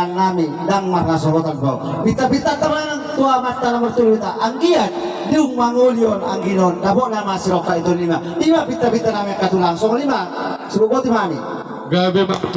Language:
Batak Toba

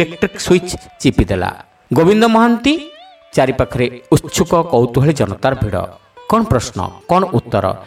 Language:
Odia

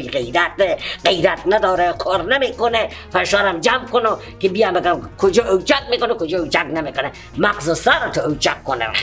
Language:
Persian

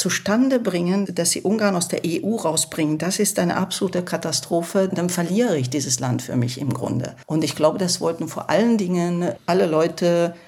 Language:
German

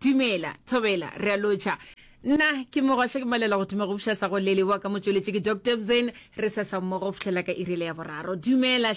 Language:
Northern Sotho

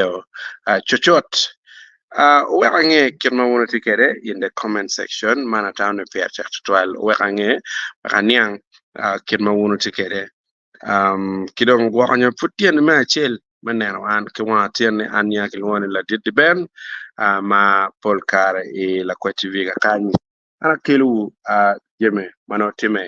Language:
Acoli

